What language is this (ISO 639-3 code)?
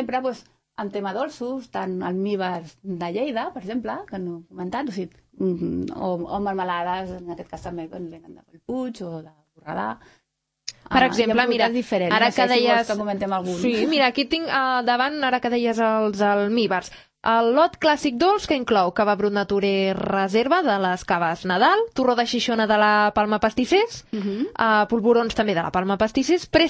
cat